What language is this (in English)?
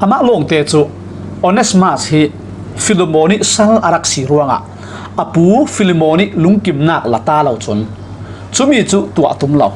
Falam Chin